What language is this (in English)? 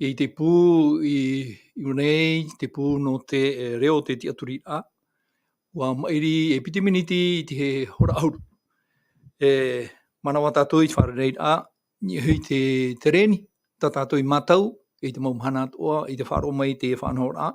Tahitian